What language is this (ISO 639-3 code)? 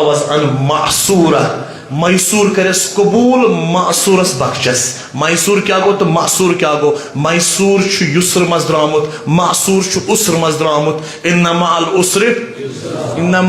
kas